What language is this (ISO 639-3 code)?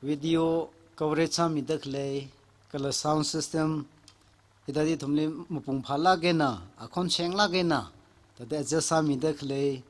nmf